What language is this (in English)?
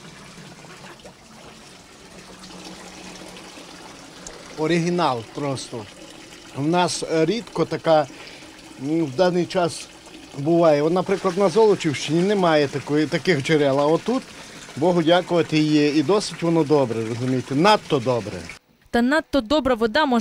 Ukrainian